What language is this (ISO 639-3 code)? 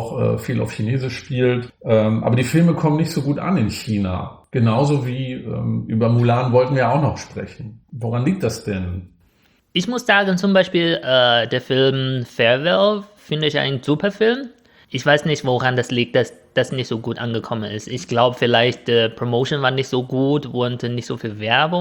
deu